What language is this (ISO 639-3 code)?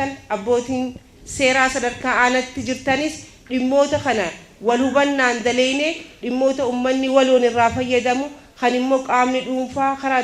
orm